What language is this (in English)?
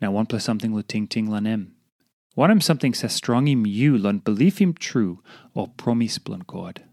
Tok Pisin